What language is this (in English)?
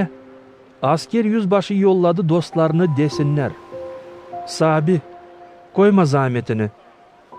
Gagauz